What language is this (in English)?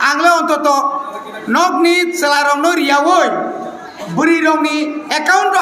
Kok Borok